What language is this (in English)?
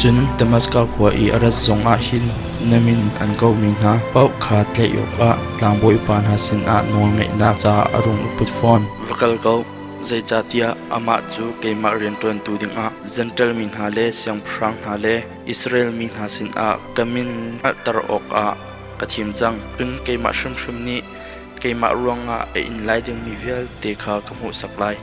Hakha Chin